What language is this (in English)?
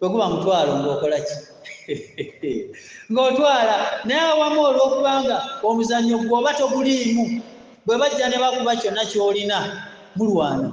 Ganda